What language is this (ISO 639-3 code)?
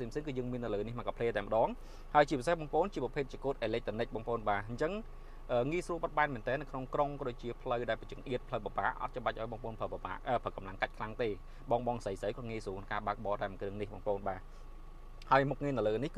khm